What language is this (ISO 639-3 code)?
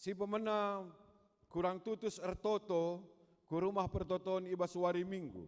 btx